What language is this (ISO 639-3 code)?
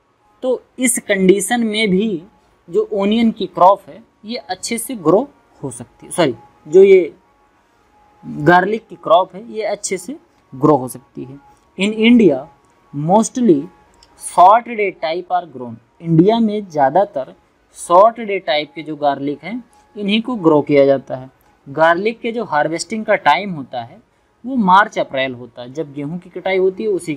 hin